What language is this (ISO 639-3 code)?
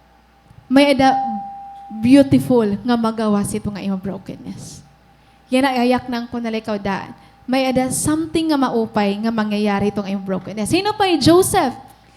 war